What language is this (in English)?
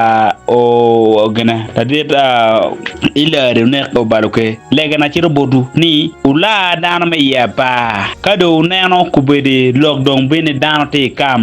Acoli